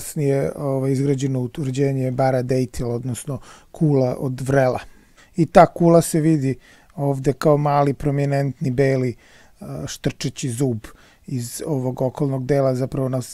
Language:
Serbian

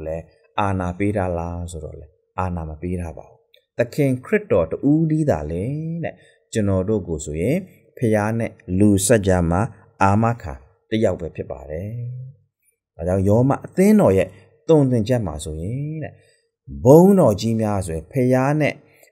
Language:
Burmese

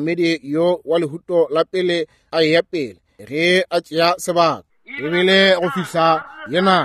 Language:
Northern Sotho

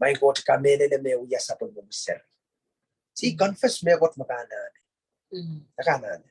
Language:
Pohnpeian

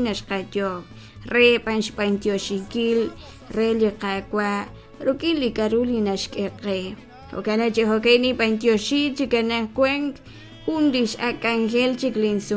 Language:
Kekchí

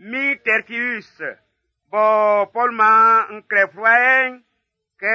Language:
Baoulé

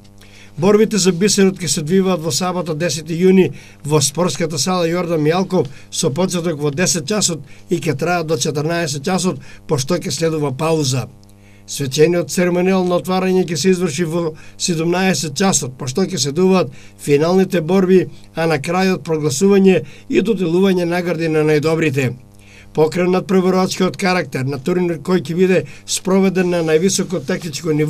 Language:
Macedonian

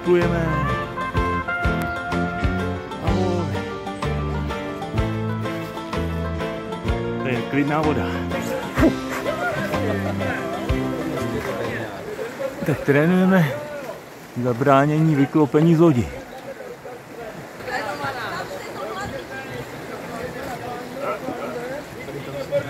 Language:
Czech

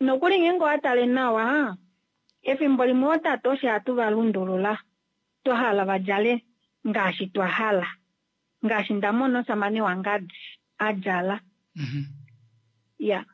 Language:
Kuanyama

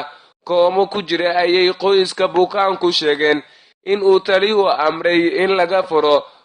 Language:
Somali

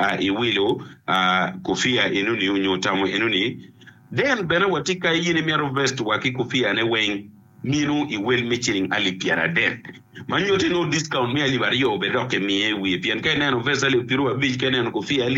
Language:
Acoli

